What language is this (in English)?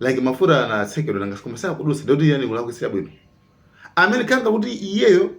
Nyanja